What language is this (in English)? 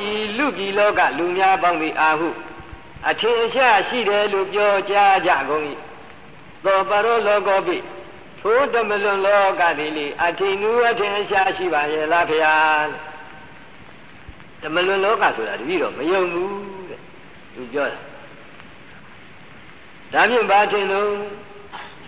Burmese